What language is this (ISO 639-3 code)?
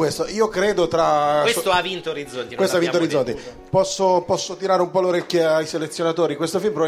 ita